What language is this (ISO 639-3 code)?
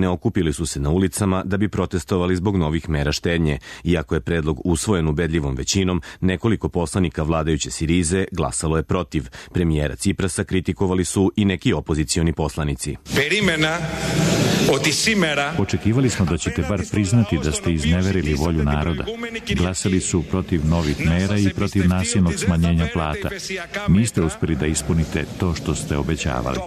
srp